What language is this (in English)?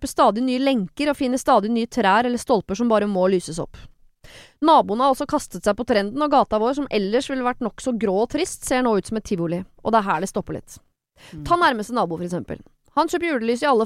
Norwegian